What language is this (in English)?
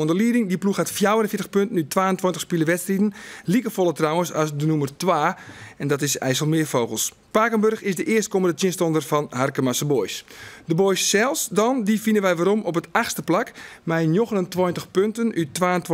Western Frisian